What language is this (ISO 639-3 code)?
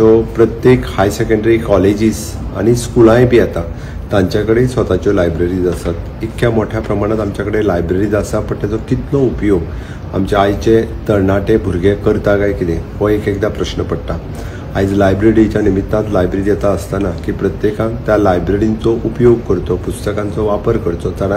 kok